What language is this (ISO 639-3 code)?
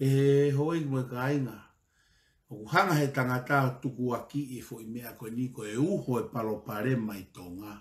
ton